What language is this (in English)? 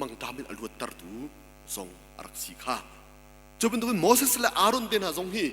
Hakha Chin